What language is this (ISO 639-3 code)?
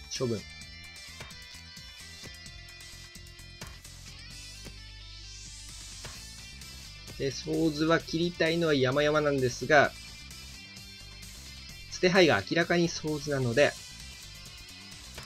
jpn